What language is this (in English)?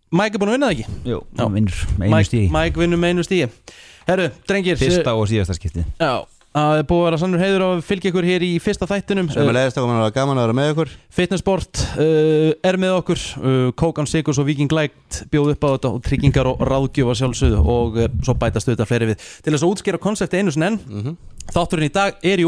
Icelandic